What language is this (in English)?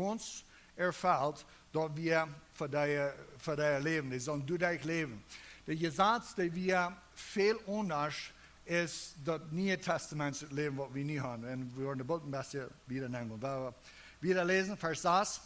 Plautdietsch